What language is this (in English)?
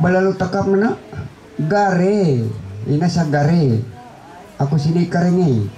Ma'anyan